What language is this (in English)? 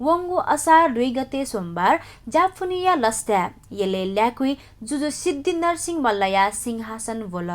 Newari